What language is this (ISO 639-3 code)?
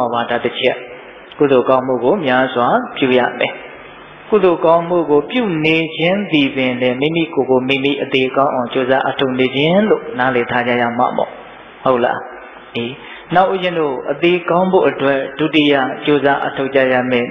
mya